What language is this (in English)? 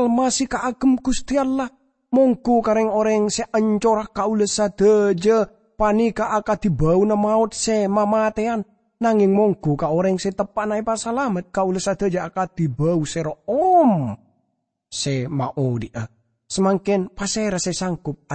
Madurese